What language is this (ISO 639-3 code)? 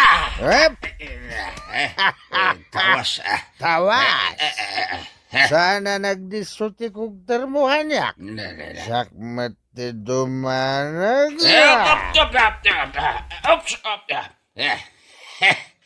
ilo